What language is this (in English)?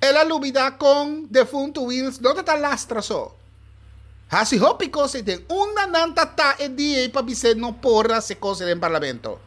Papiamento